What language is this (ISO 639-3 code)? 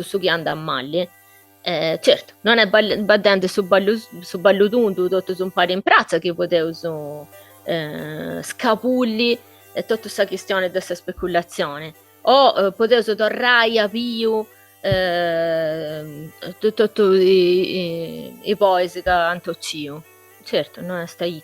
srd